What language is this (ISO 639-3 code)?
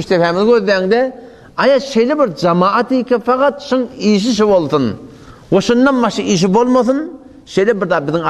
tuk